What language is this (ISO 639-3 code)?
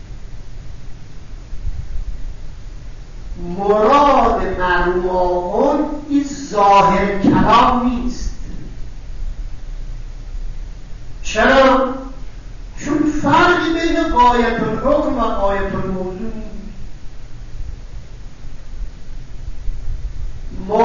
fas